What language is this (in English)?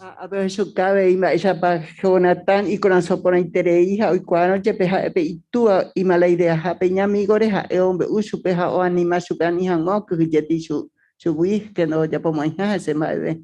Guarani